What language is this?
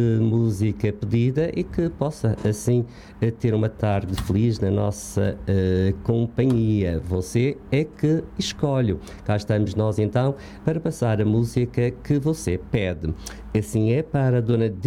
Portuguese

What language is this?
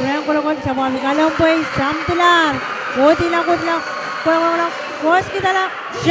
Pohnpeian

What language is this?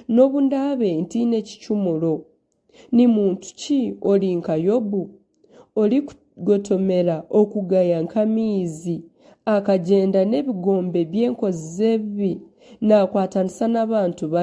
Nyankole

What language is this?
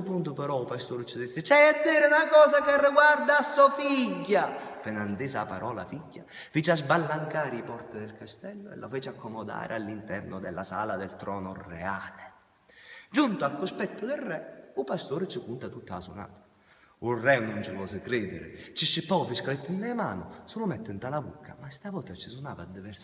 Sicilian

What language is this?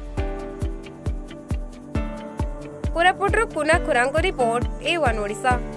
Odia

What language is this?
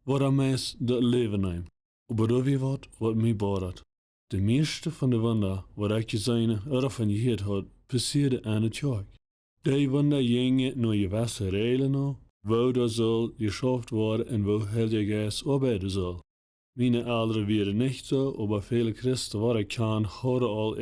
Plautdietsch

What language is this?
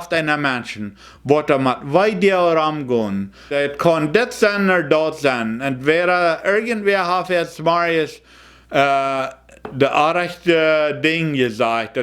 Plautdietsch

